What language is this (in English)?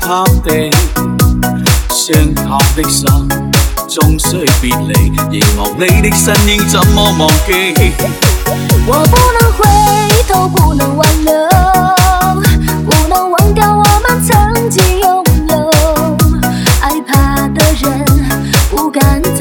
Chinese